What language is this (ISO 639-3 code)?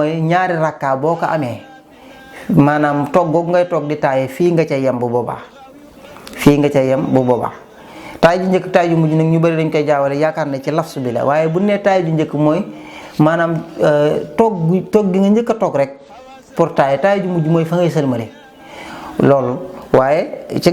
wol